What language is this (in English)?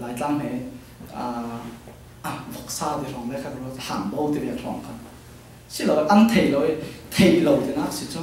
Falam Chin